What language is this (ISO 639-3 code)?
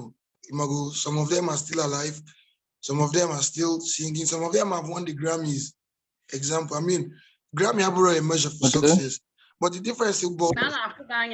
ibo